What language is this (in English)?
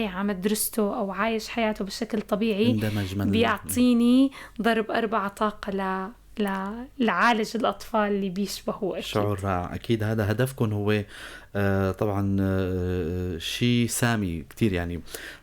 North Levantine Arabic